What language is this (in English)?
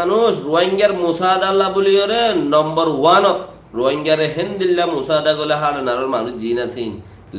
Rohingya